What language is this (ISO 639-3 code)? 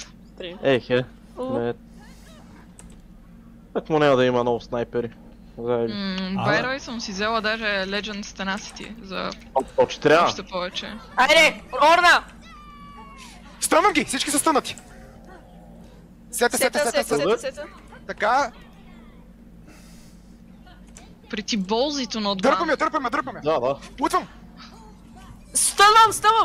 bul